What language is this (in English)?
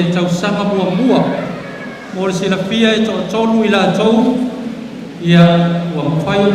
Samoan